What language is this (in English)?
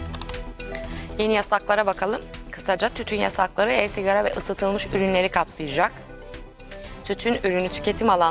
Turkish